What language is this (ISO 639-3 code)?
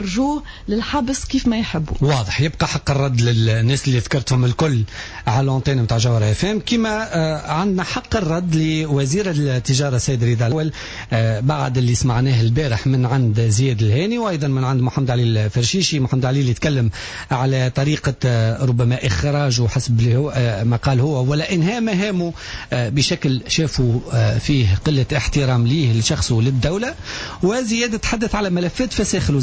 aeb